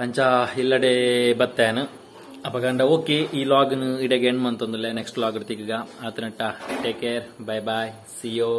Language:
Tulu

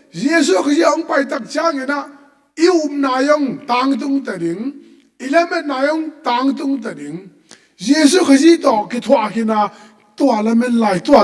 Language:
Tedim Chin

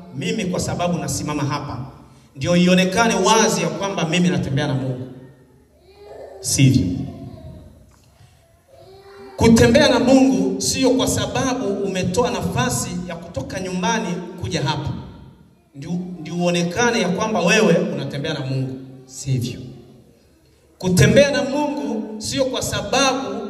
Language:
Swahili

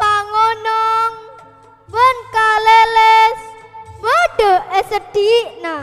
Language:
Madurese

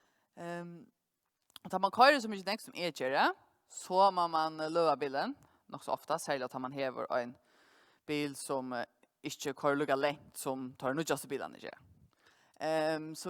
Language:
Faroese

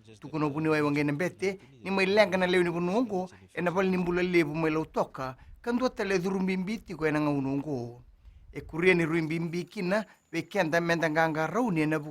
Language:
Fijian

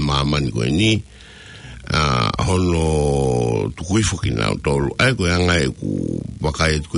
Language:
Tongan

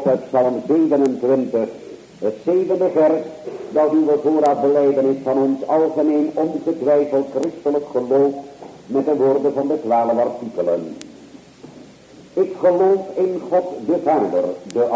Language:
Dutch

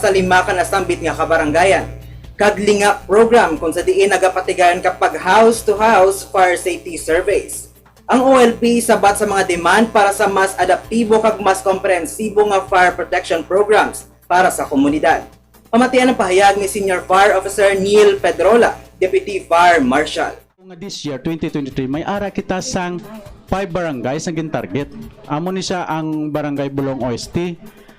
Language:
Hiligaynon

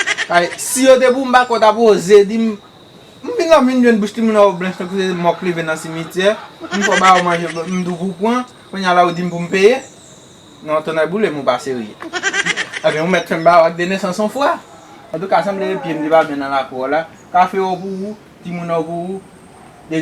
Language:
Haitian Creole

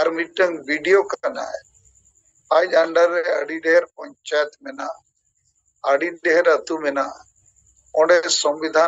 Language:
Santali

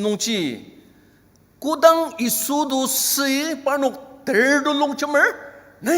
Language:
Ao Naga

